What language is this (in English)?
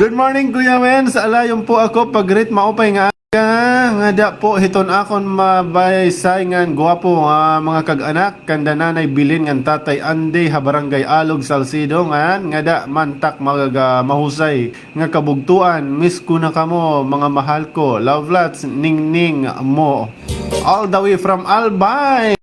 Waray